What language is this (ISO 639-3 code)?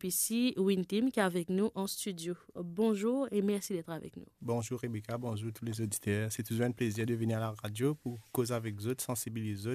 mfe